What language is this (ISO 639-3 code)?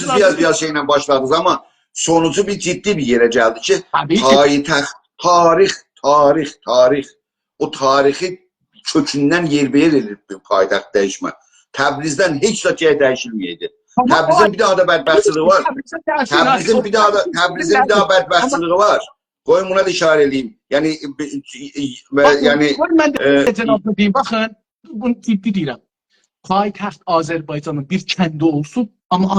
azb